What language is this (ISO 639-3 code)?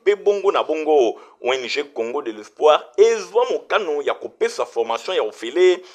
lin